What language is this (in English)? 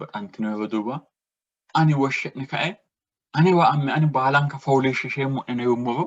Sidamo